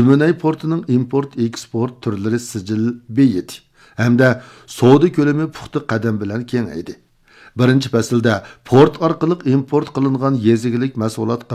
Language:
Uyghur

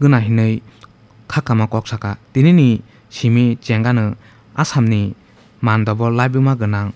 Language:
Kok Borok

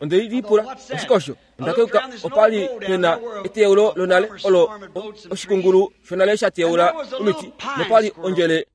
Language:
Kuanyama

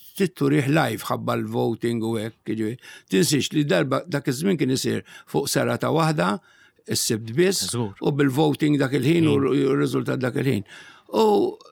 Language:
Maltese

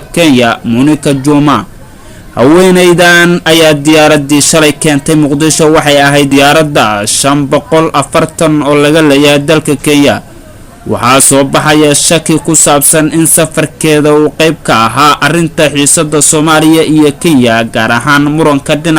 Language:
Somali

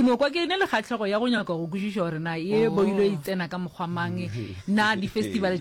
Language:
Northern Sotho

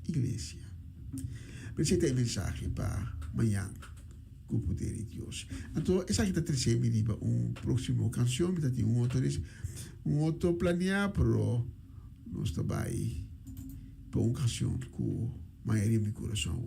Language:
Papiamento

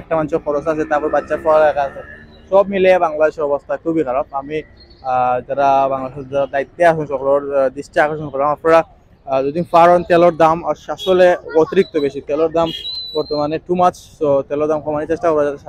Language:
Sylheti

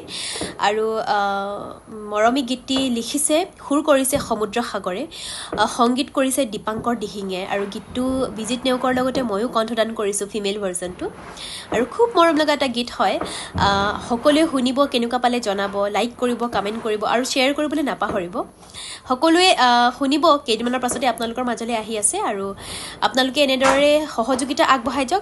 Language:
Assamese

